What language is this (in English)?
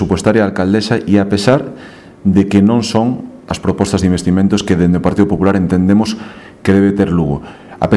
Galician